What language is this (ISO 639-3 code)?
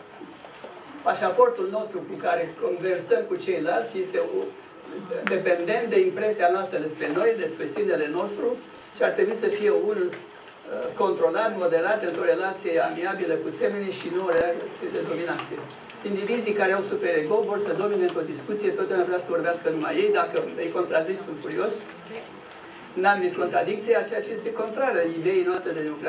ron